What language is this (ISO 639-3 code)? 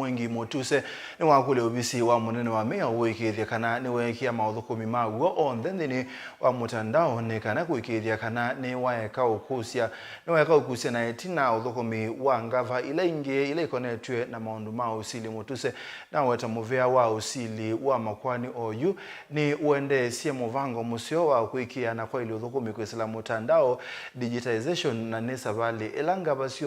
kam